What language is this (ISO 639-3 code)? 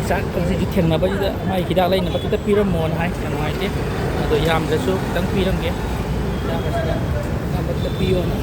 mni